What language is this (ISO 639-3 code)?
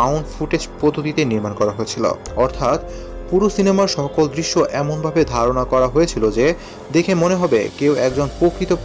ben